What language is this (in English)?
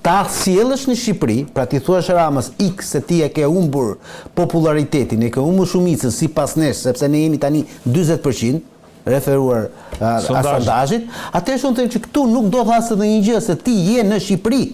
Albanian